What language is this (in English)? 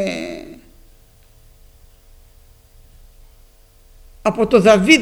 Greek